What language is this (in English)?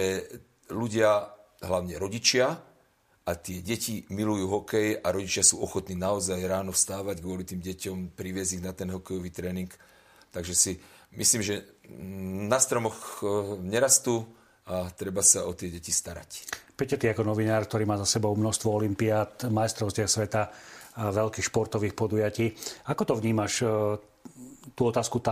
Slovak